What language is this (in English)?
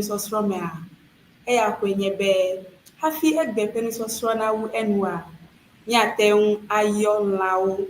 Ewe